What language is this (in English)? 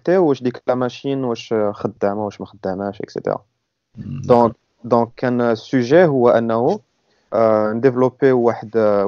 Moroccan Arabic